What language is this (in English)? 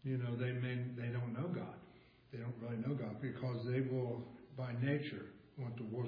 English